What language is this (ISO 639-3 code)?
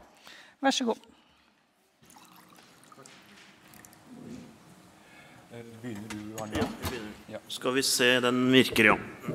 nor